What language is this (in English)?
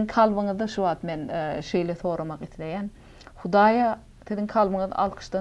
Turkmen